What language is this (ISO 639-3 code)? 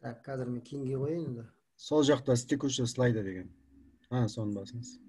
kaz